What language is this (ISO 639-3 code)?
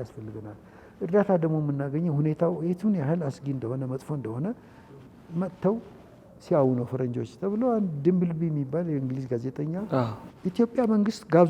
amh